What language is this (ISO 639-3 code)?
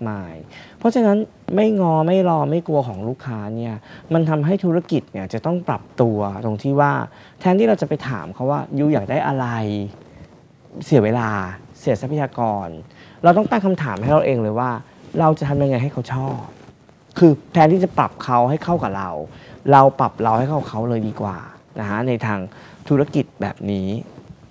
tha